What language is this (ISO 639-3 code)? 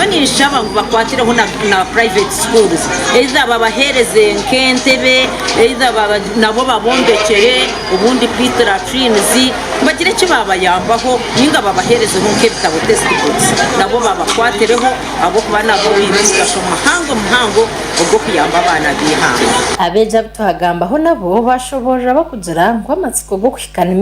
nyn